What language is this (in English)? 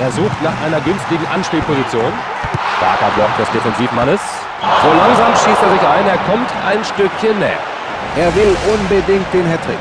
Bavarian